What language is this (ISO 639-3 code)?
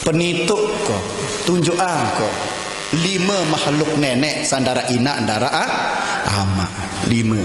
sas